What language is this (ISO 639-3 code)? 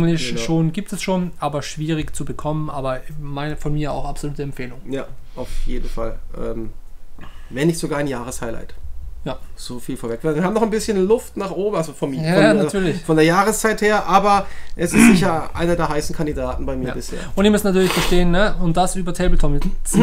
deu